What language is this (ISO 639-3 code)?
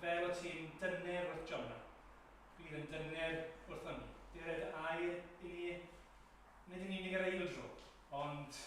cym